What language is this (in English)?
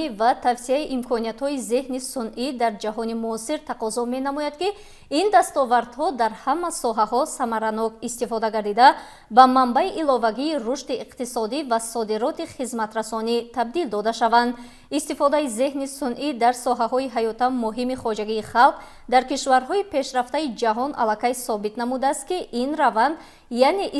Tajik